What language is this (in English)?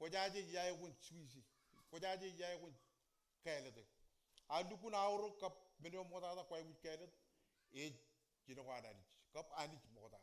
Marshallese